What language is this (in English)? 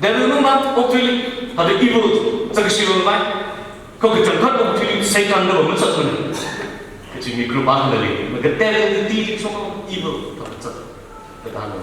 Tangkhul Naga (India)